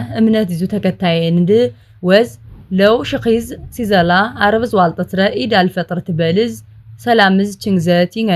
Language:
Amharic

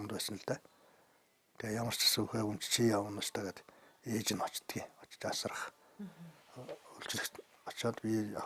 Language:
Mongolian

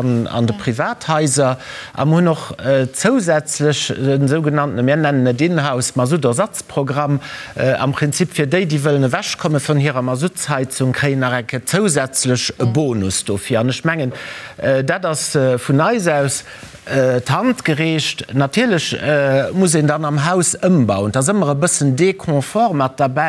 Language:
Luxembourgish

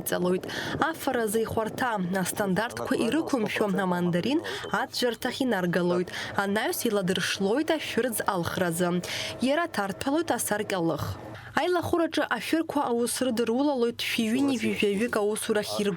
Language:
Abkhazian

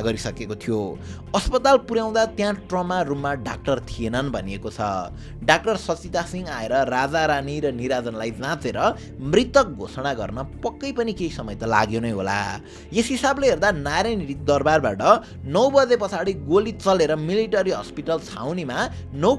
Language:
Nepali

